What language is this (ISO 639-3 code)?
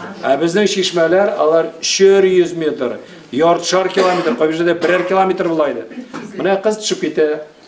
tat